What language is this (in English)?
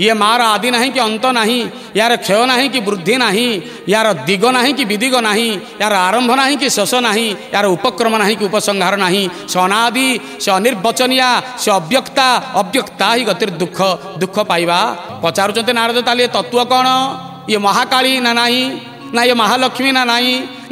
Odia